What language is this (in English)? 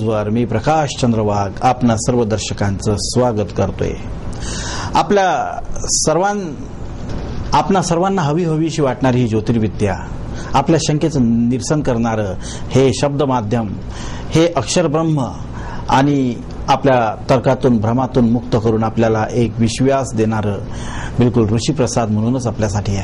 Marathi